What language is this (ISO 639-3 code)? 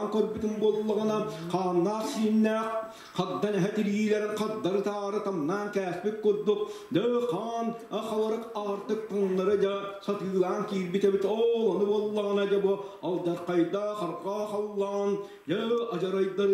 sah